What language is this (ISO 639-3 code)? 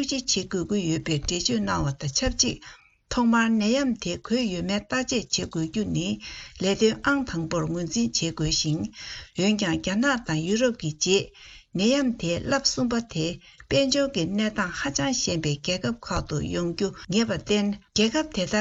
bod